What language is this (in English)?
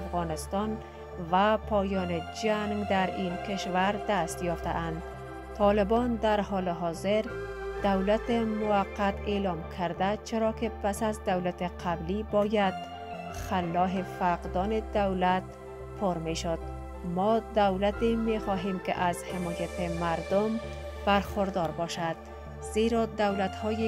Persian